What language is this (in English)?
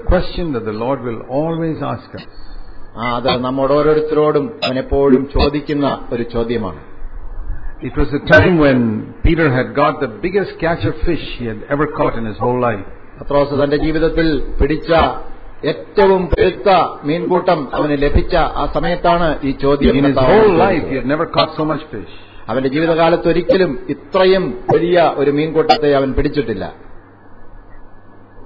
Malayalam